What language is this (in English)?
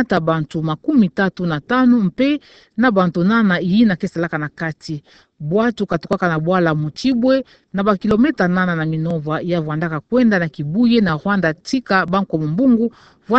Kituba (Democratic Republic of Congo)